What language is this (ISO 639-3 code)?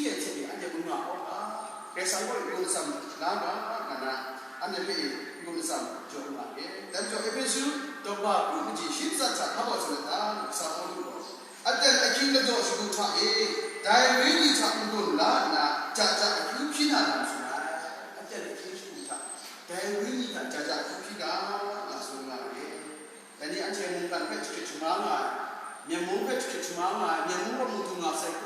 kac